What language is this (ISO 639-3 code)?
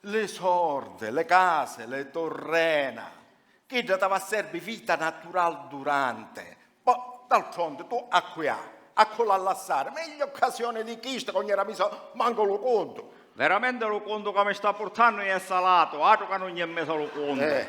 scn